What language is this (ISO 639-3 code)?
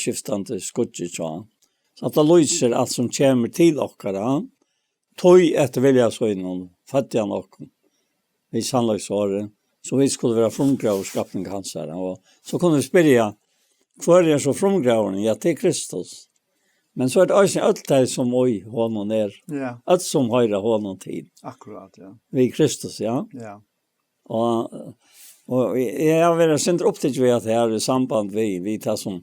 fao